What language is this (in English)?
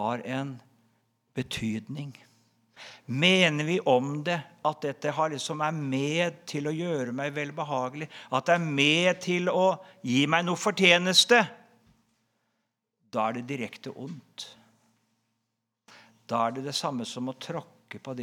Norwegian